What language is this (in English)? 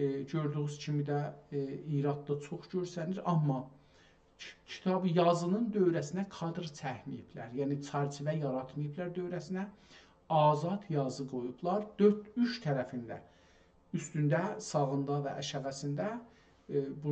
South Azerbaijani